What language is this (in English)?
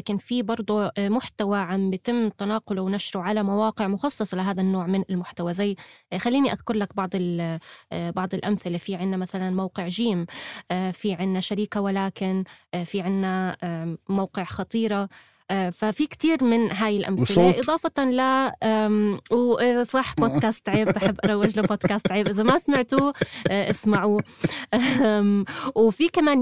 North Levantine Arabic